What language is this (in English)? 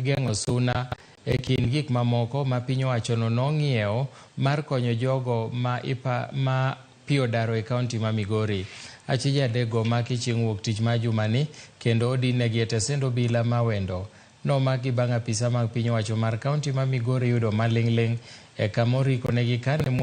Luo (Kenya and Tanzania)